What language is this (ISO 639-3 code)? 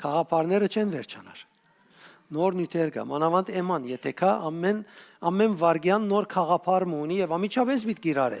hyw